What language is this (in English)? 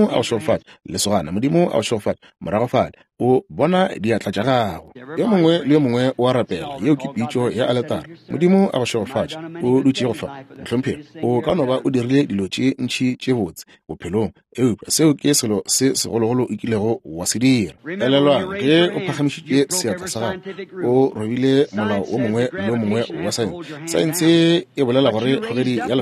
Northern Sotho